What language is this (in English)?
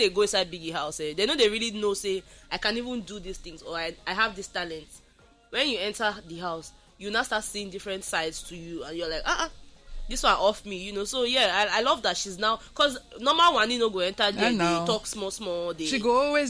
Nigerian Pidgin